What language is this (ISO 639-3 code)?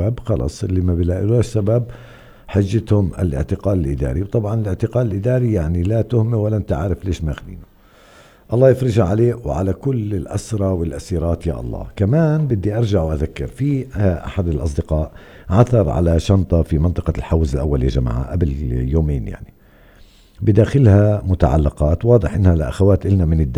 apc